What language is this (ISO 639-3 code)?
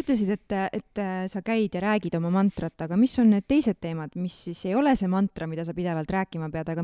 est